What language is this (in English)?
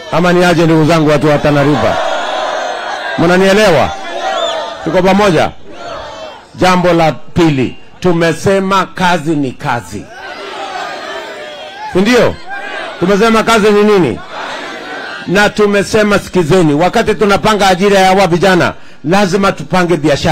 Swahili